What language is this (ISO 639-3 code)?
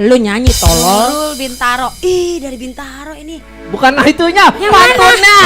bew